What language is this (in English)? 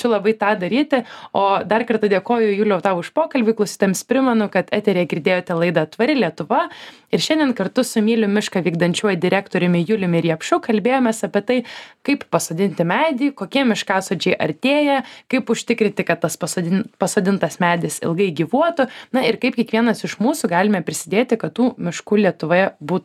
Lithuanian